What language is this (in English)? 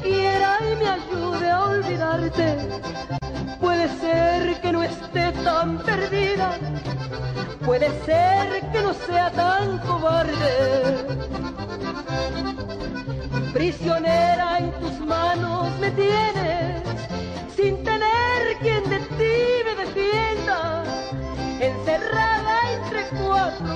Spanish